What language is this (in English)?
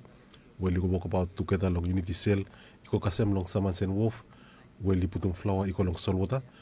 Bislama